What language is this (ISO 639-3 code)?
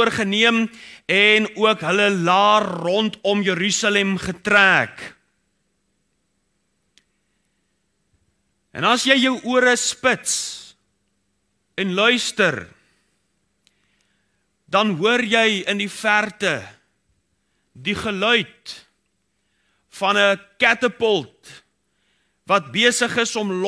afr